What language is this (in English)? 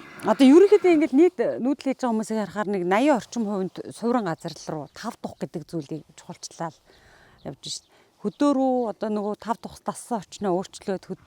Mongolian